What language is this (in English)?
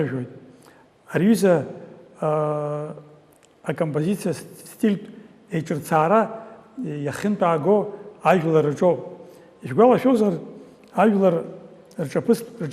Abkhazian